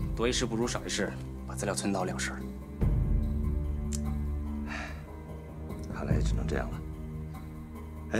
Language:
Chinese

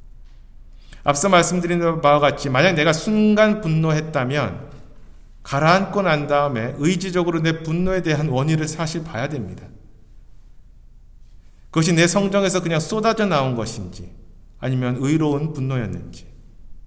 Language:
Korean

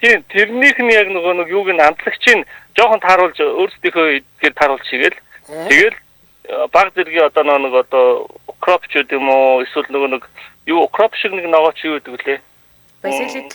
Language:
Mongolian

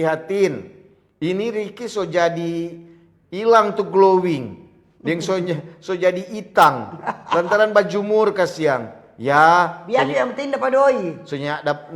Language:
Manado Malay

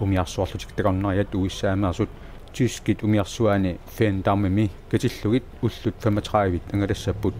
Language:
Kalaallisut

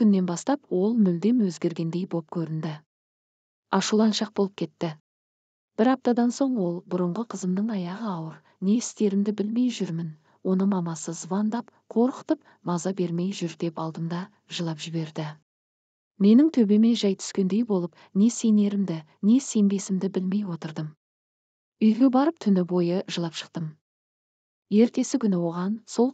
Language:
Kazakh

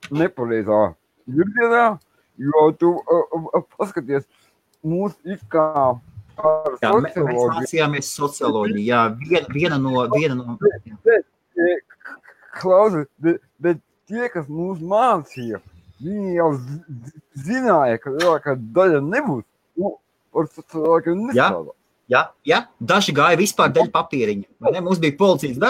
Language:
Latvian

